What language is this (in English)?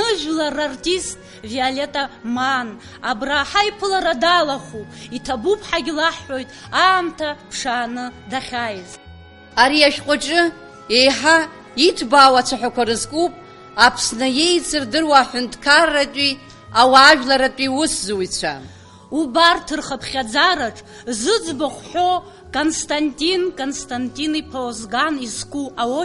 Abkhazian